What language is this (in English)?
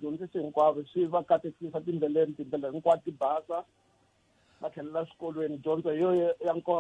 Tsonga